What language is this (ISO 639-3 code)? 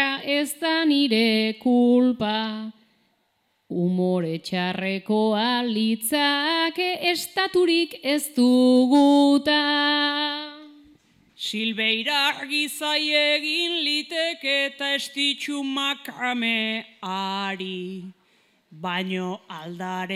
eus